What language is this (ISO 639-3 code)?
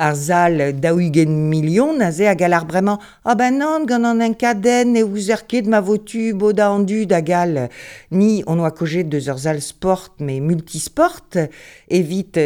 bre